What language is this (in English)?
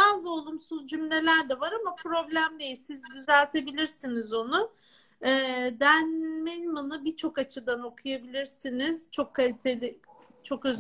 Turkish